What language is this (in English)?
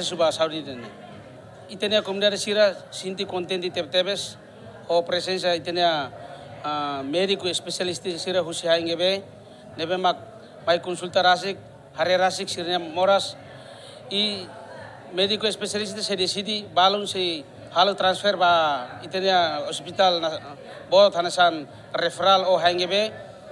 Tetum